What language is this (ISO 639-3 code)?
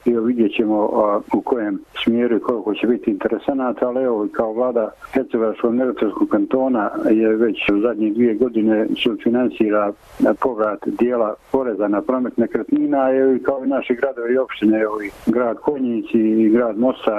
bos